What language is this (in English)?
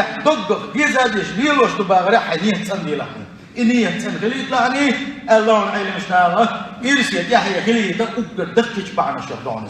Chechen